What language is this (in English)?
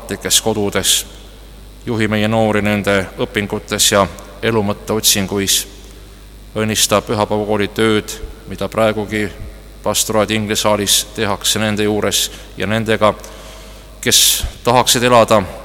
Estonian